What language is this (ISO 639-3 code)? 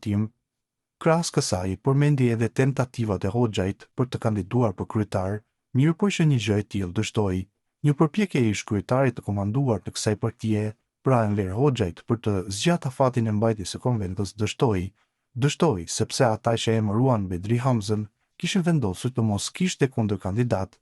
sqi